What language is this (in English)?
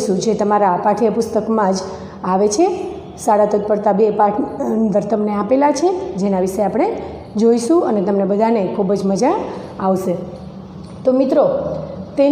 Gujarati